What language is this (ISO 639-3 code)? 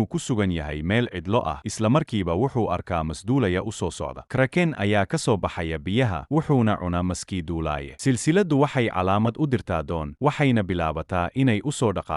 som